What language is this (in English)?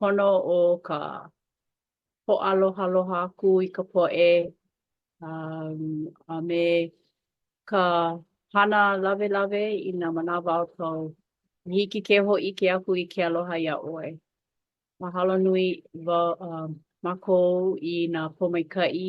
Hawaiian